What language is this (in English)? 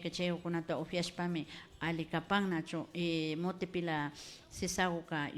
Imbabura Highland Quichua